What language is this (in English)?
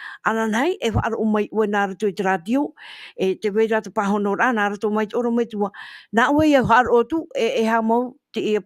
Tahitian